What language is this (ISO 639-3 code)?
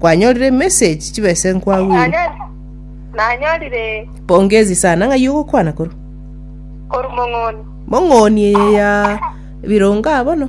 guz